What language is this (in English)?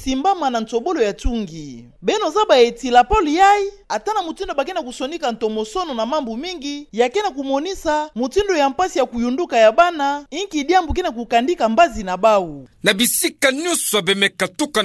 Kituba (Democratic Republic of Congo)